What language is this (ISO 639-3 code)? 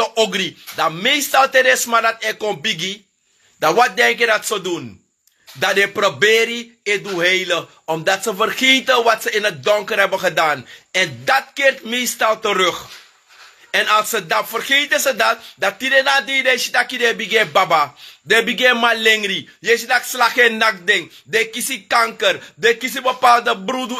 srn